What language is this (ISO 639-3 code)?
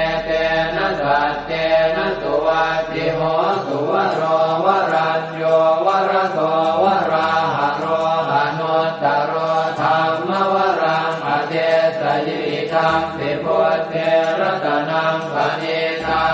pli